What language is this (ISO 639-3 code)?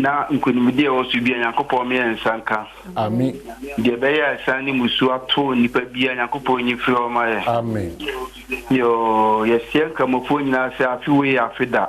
aka